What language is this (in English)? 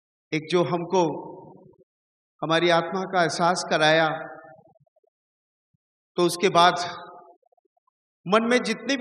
Hindi